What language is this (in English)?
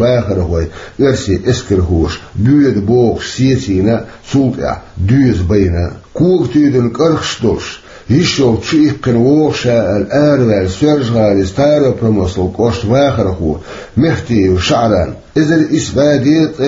Chechen